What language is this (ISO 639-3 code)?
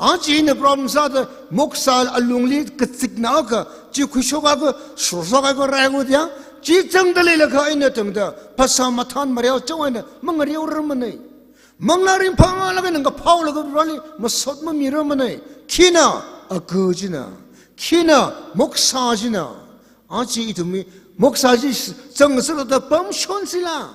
nmf